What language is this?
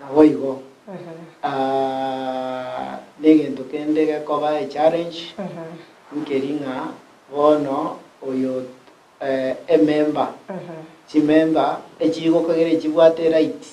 Gusii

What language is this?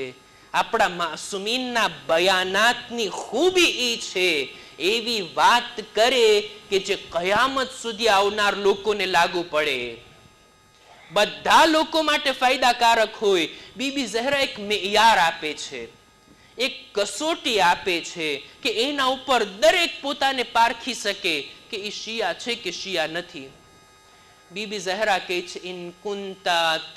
Gujarati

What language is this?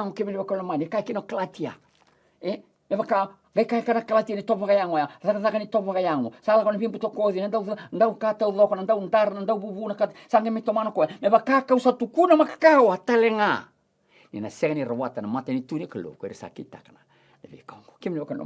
Fijian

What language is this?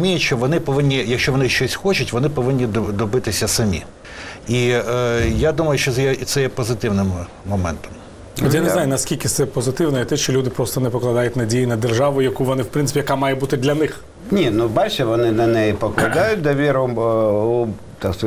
Ukrainian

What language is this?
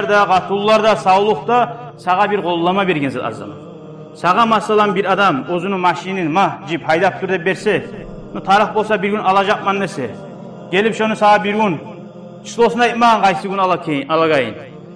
Kumyk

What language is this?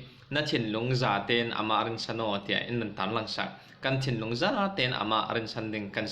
Falam Chin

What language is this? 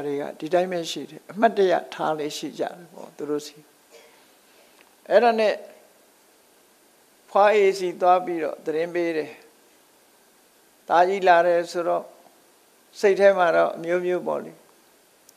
Burmese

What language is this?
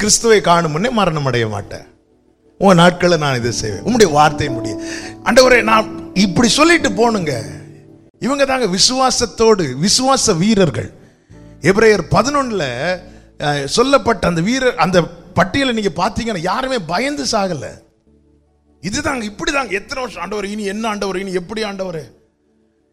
Tamil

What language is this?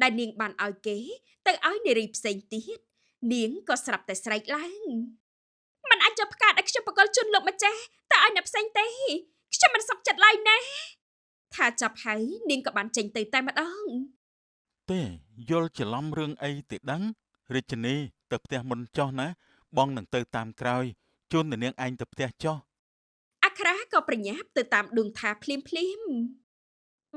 Khmer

